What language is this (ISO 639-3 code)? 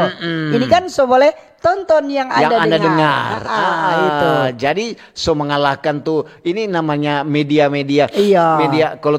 xmm